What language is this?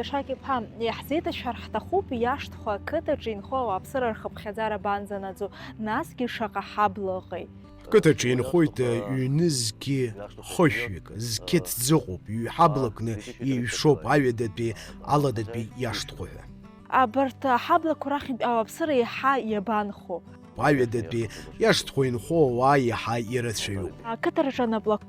Abkhazian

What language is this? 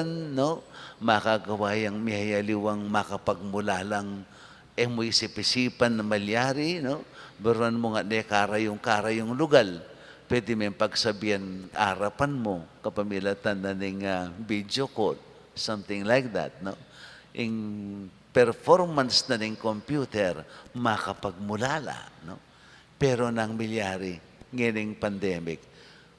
Pampanga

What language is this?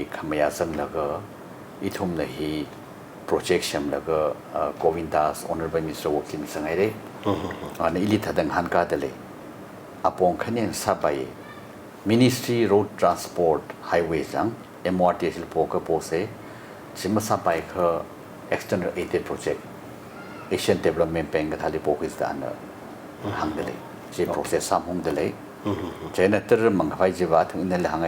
Tangkhul Naga (India)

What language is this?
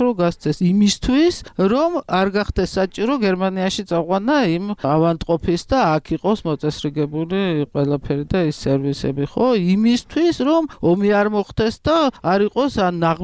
Georgian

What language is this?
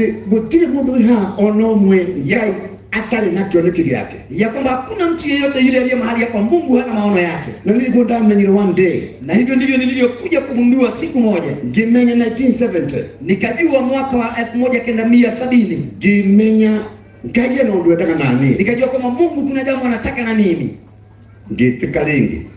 Kikuyu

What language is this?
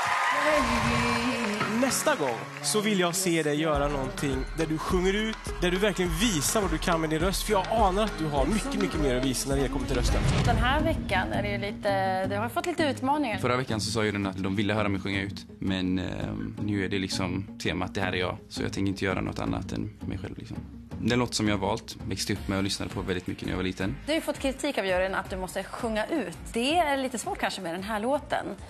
Swedish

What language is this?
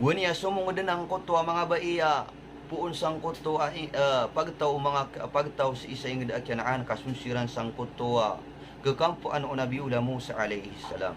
Maranao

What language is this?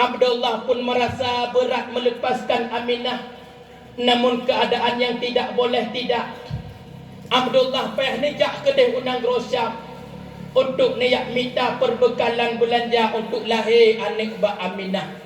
Achinese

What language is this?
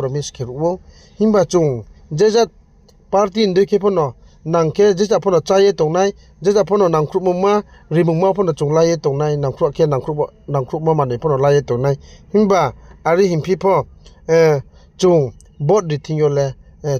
Riang (India)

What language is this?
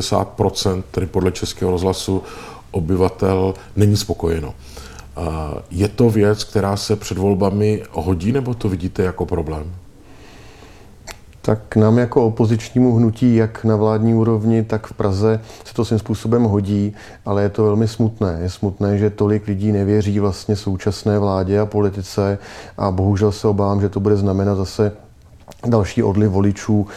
Czech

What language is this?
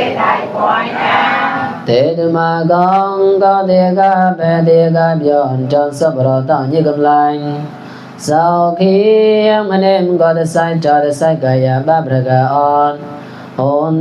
Mon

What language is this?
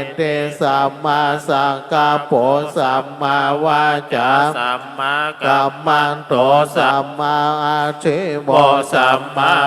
Pali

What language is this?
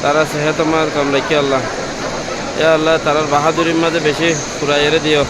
Rohingya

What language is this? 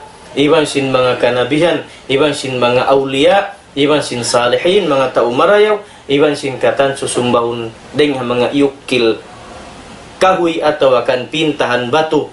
Tausug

